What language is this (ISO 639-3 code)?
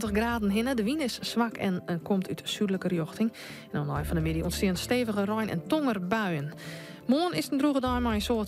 fry